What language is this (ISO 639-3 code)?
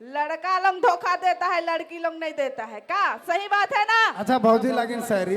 sck